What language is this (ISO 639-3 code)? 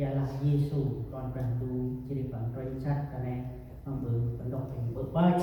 cmo